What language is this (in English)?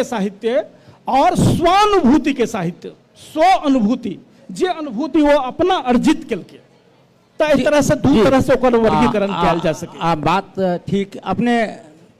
Maithili